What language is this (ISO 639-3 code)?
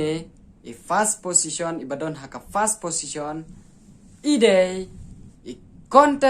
kha